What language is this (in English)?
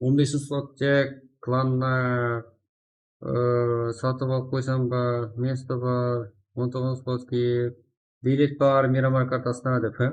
Kara-Kalpak